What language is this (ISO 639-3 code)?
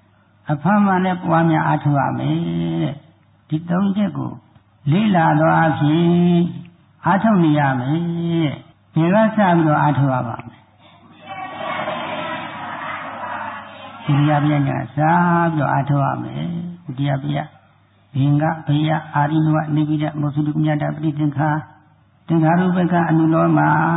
mya